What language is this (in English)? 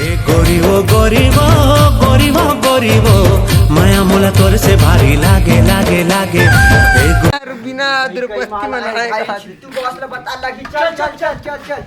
Chhattisgarhi